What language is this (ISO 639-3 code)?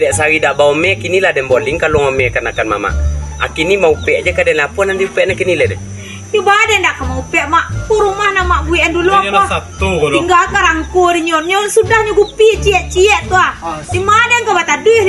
min